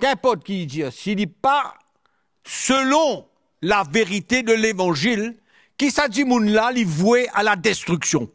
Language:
Morisyen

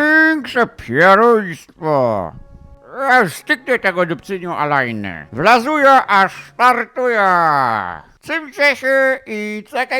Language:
Silesian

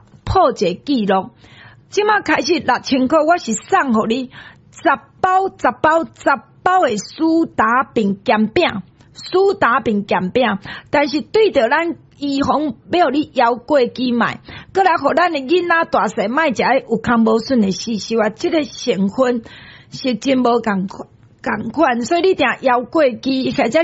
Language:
Min Nan Chinese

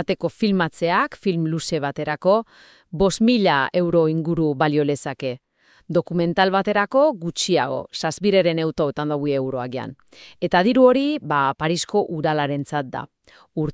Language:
Basque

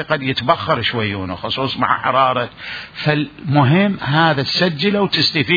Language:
Mesopotamian Arabic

